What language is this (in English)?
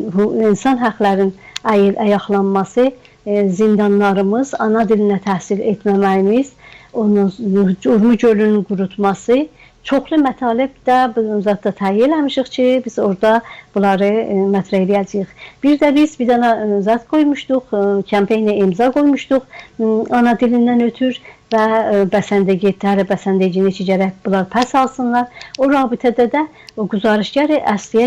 South Azerbaijani